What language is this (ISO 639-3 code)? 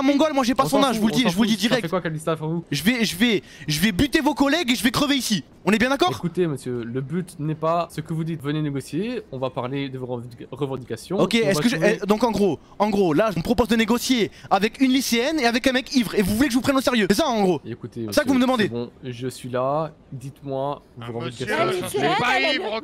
fra